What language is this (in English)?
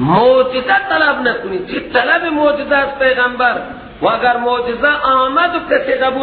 Persian